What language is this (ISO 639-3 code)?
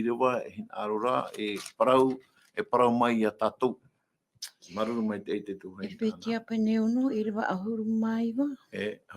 tah